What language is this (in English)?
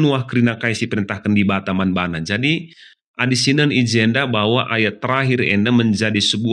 Batak Karo